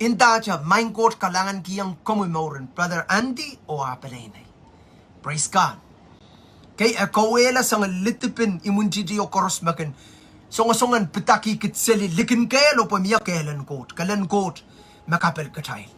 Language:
Pohnpeian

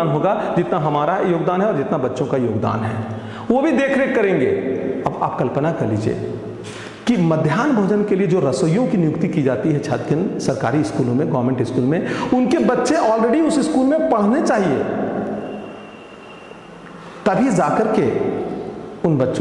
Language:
Hindi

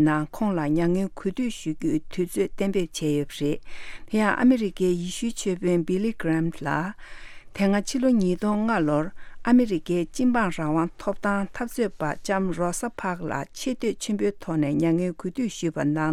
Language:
Tibetan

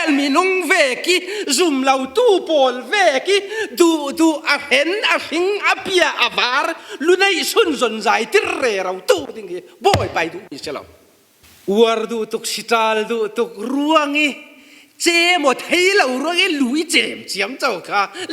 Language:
Falam Chin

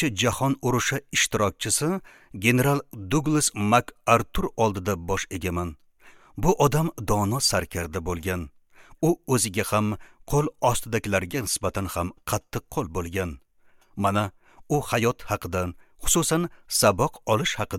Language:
Uzbek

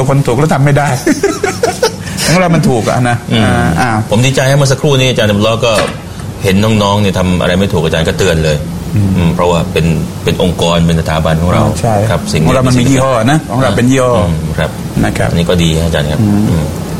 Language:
Thai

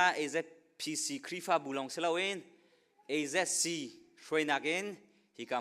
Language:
Hakha Chin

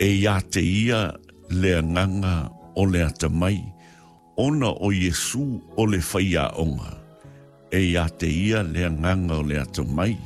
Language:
Samoan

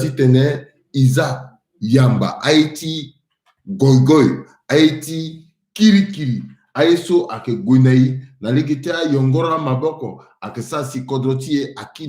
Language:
Sango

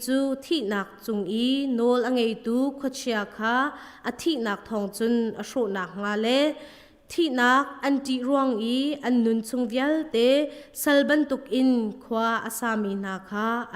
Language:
Hakha Chin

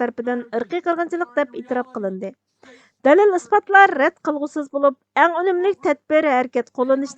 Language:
Uyghur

